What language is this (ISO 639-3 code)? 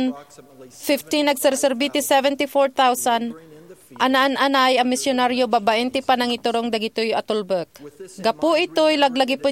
ilo